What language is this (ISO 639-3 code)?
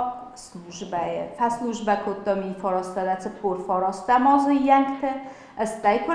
oss